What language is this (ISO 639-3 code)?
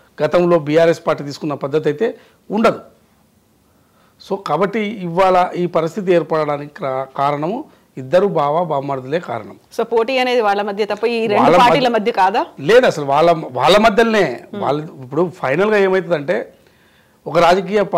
tel